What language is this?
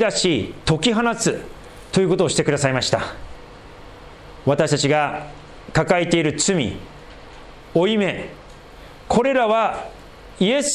Japanese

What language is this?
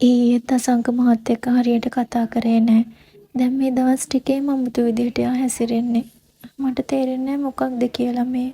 Sinhala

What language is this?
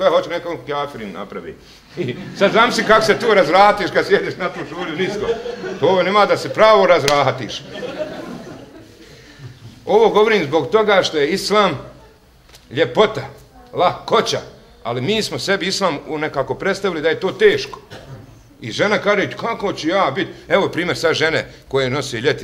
Bosnian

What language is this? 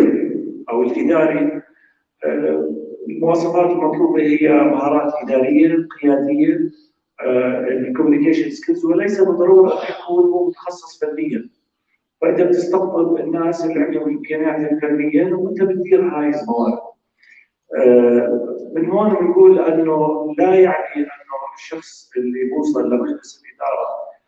North Levantine Arabic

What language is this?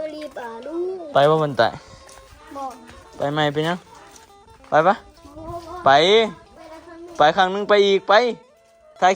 Northeastern Thai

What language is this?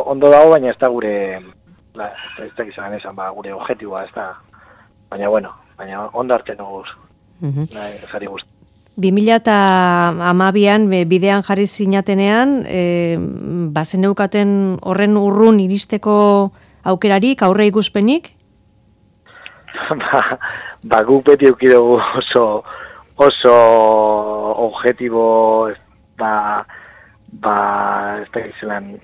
Basque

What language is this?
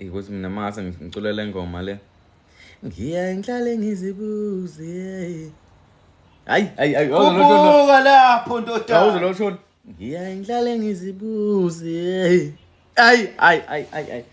Zulu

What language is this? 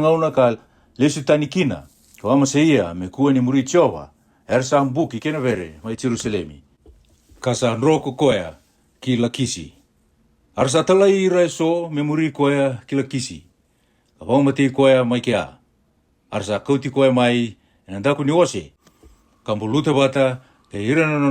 Fijian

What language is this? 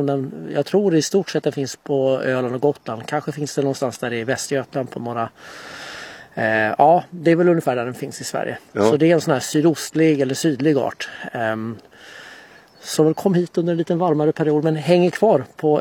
Swedish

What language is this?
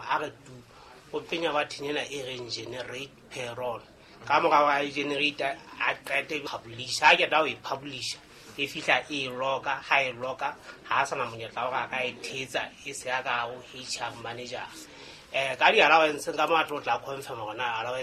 Southern Sotho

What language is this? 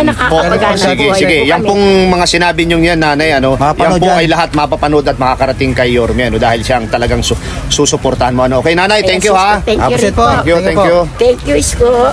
Filipino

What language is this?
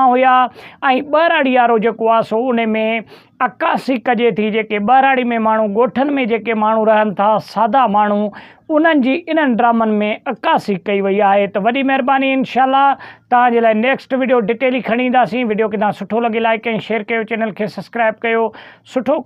Sindhi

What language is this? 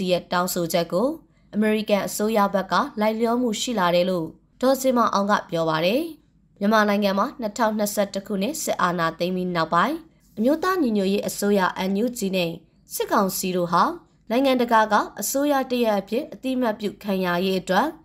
Burmese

